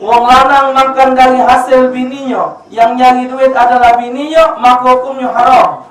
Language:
Musi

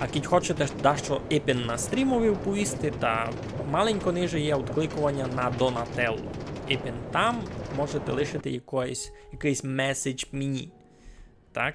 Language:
Rusyn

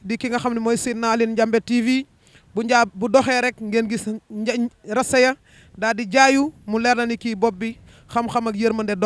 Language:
Wolof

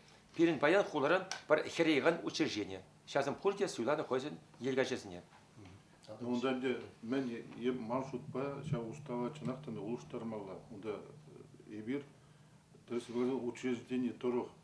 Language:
Chuvash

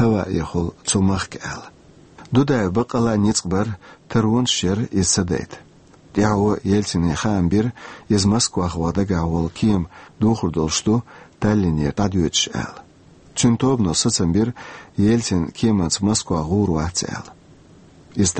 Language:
Chechen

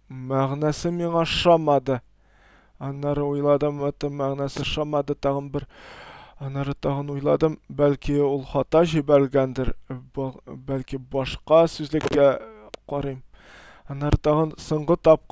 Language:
Tatar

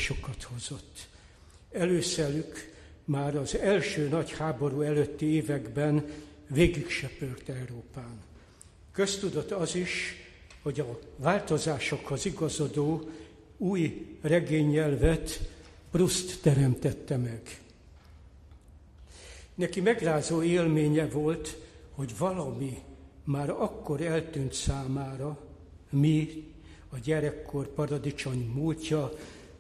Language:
Hungarian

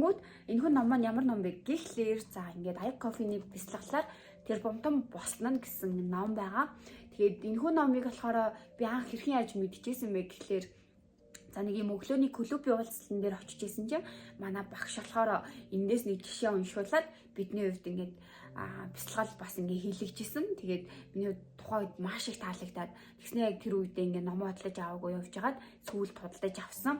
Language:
Mongolian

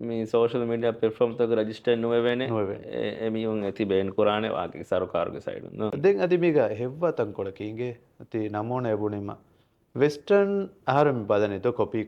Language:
Divehi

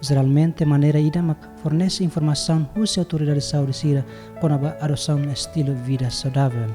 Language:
Tetum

